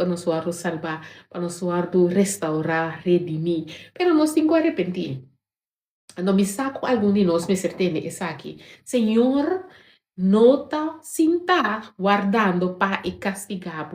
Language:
Papiamento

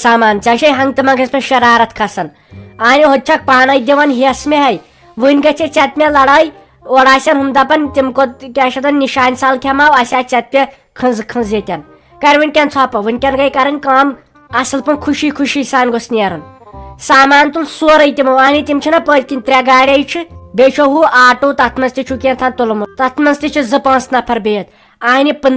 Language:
Kashmiri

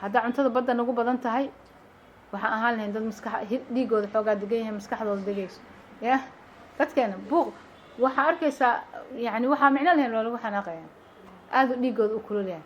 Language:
Somali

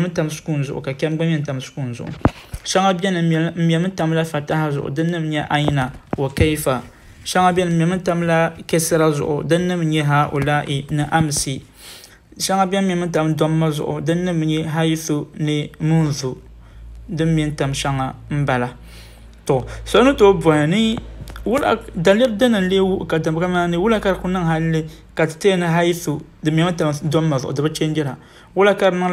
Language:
Dagbani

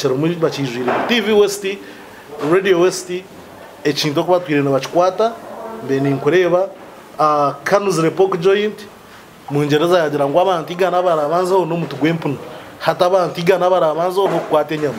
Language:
Nyankole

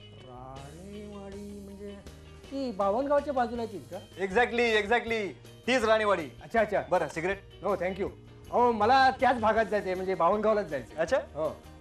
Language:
Marathi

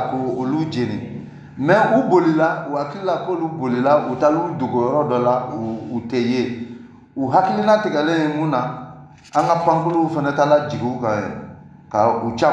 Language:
Bambara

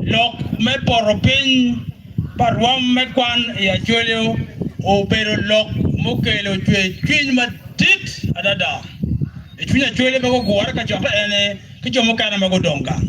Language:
Acoli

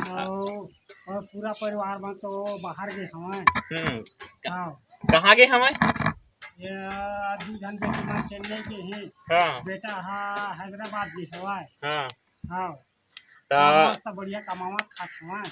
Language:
Chhattisgarhi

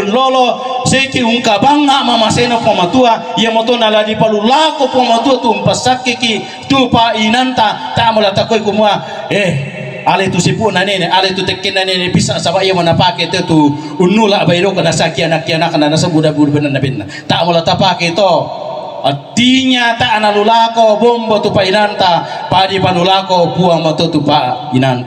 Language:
Toraja-Sa'dan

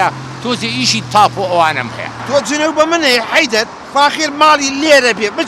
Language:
Central Kurdish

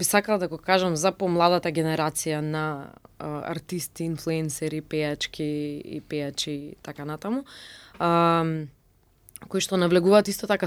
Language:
Macedonian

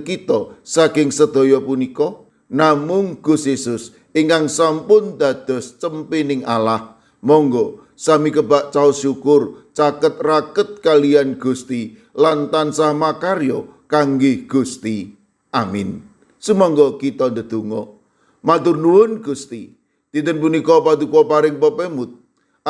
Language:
Javanese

